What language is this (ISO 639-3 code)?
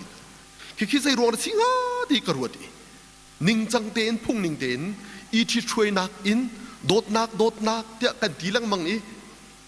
cnh